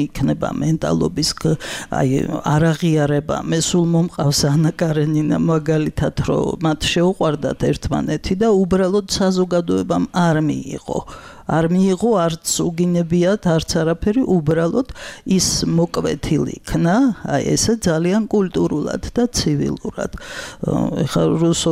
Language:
Georgian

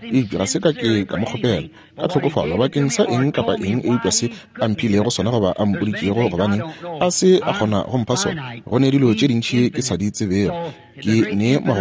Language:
Northern Sotho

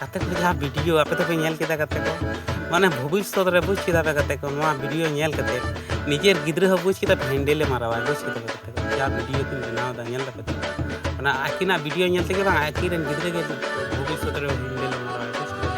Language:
Santali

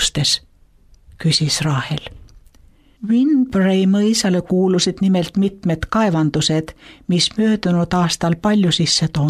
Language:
Estonian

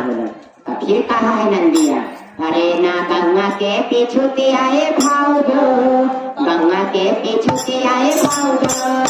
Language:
Magahi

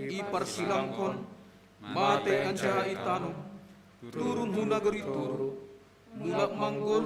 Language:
Batak Simalungun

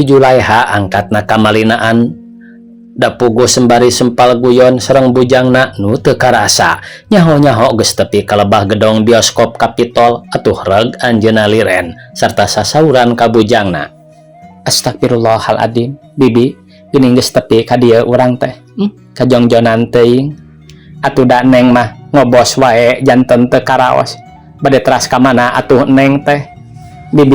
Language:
Sundanese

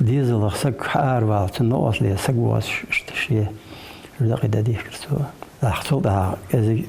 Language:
Ingush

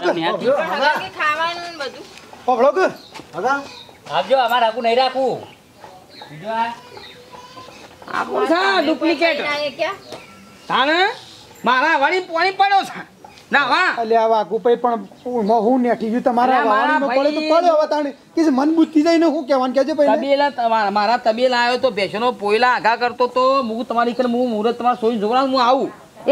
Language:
Gujarati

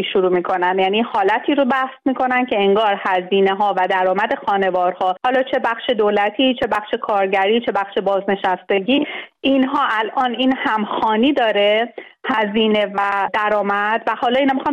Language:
Persian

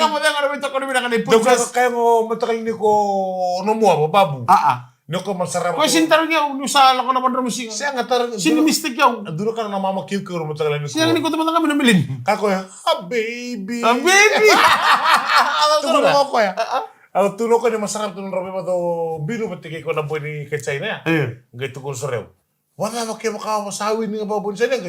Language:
Fijian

